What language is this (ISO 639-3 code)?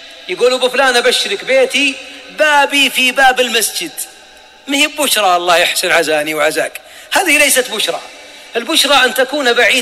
ara